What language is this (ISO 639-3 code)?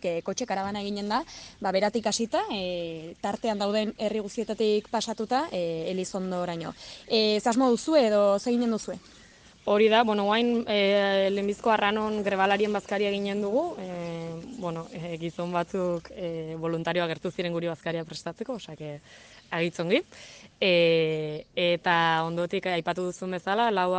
eus